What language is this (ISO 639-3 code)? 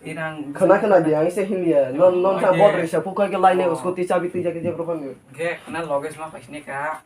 trp